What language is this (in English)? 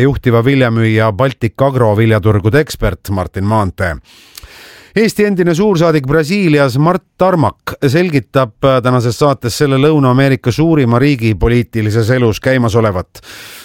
Estonian